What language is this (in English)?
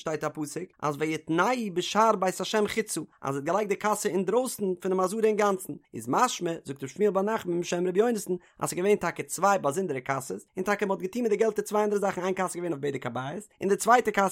Yiddish